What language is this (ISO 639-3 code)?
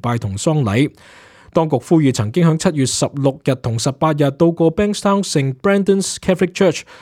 yue